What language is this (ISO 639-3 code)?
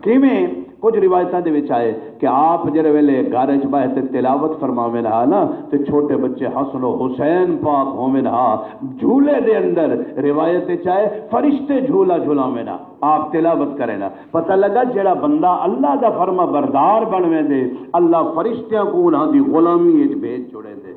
skr